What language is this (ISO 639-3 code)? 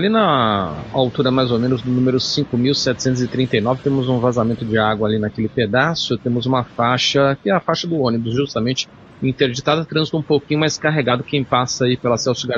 por